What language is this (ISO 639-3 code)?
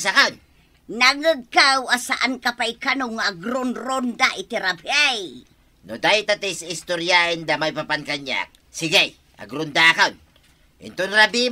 ilo